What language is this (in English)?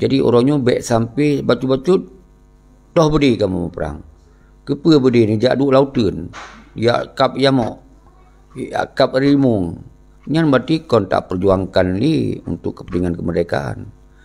Achinese